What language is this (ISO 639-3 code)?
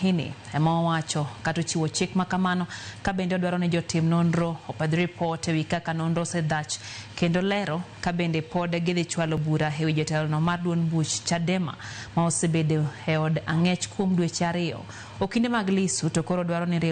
luo